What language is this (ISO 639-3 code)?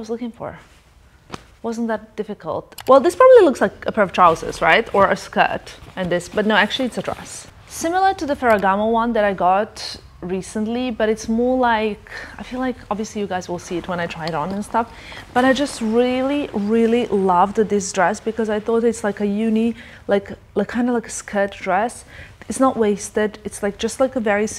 eng